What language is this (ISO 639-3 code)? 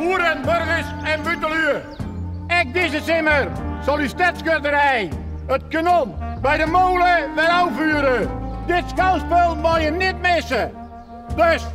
fry